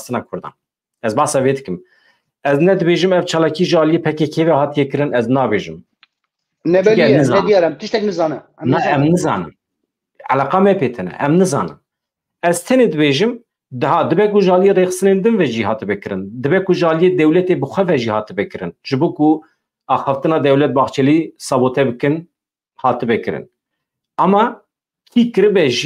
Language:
Kurdish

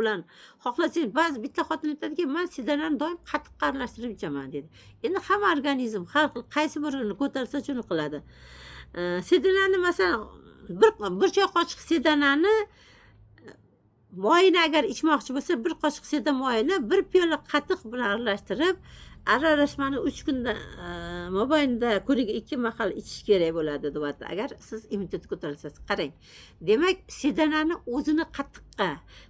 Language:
Uzbek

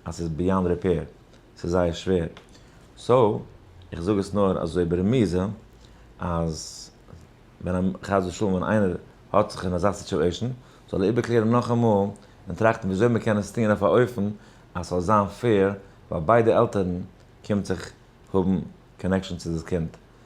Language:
Yiddish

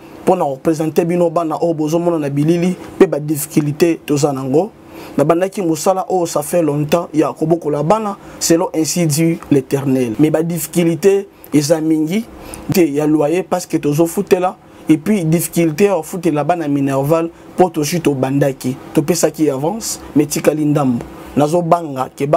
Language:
Lingala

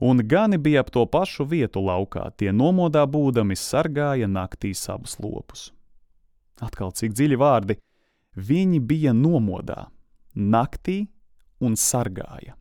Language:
Latvian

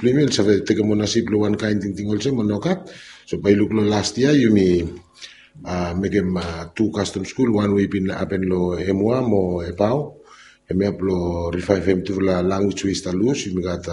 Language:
Bislama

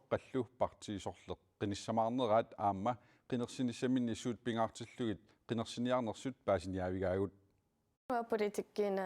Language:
Kalaallisut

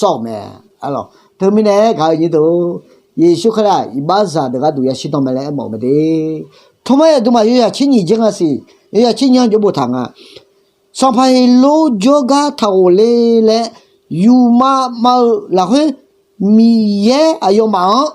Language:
Akha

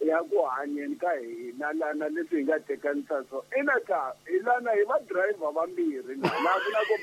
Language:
Tsonga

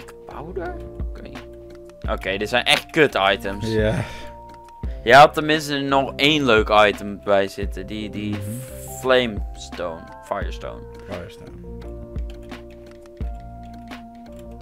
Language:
Dutch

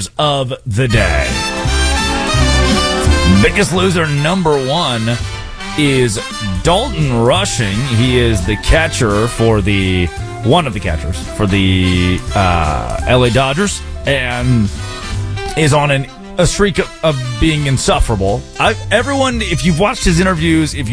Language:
English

